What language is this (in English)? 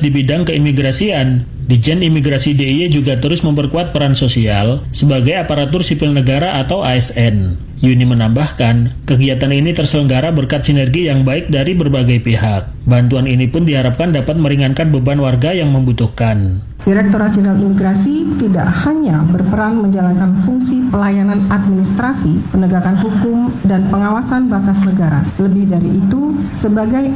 Indonesian